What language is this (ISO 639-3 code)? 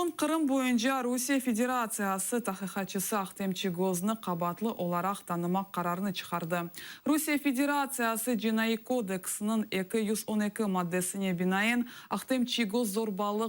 crh